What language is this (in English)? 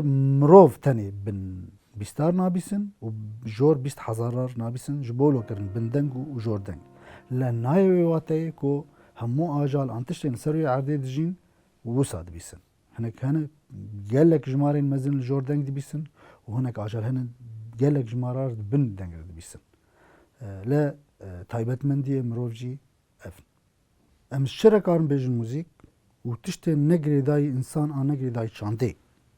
Kurdish